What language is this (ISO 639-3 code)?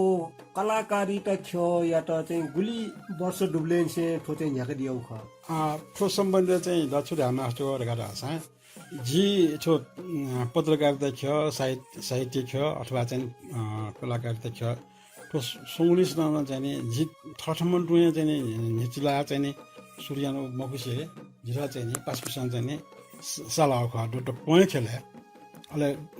new